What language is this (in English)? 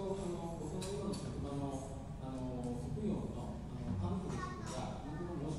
Japanese